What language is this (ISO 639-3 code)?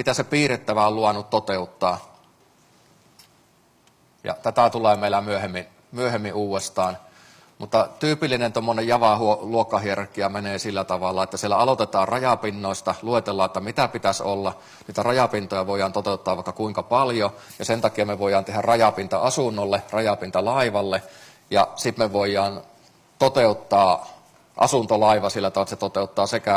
fin